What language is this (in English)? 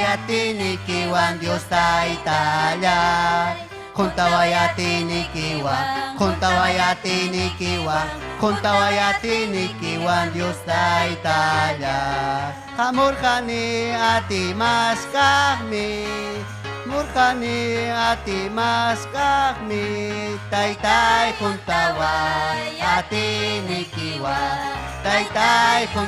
Ayacucho Quechua